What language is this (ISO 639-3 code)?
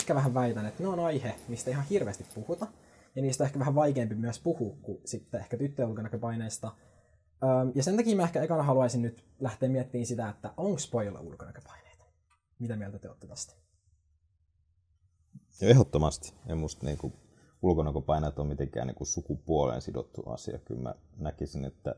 fin